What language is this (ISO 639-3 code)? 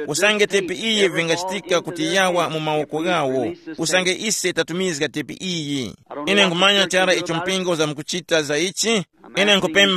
tum